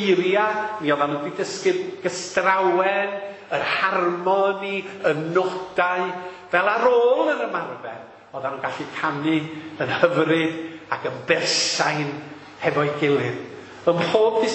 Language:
Welsh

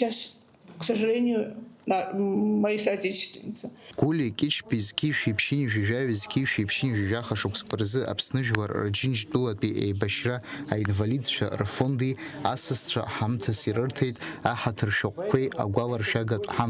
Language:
Abkhazian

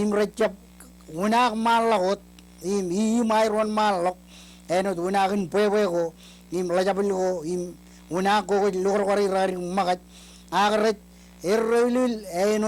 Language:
Marshallese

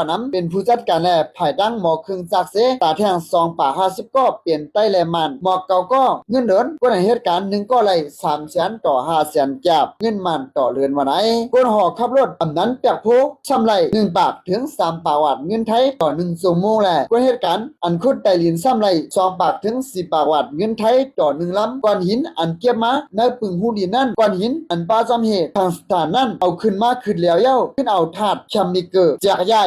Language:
Shan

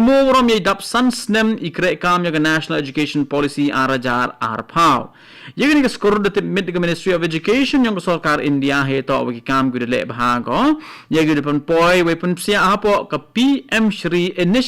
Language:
Khasi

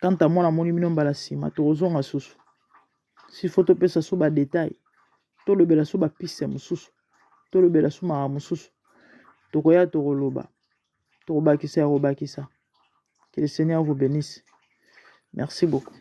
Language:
Lingala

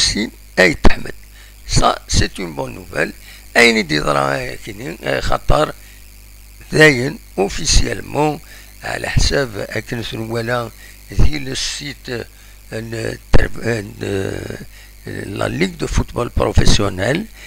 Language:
Kabyle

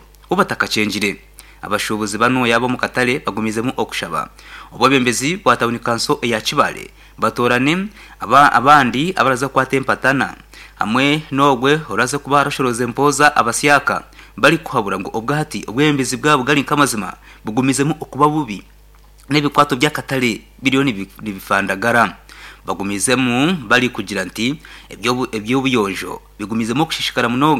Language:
Nyankole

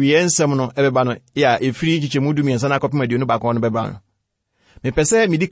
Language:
Akan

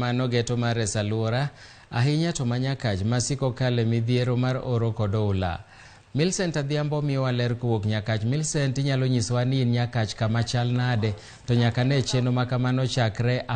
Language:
Luo (Kenya and Tanzania)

